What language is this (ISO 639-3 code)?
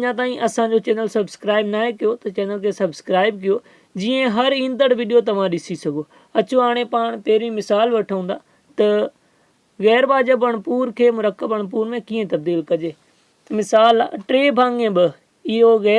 snd